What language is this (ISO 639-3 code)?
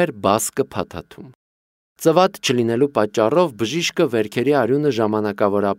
hye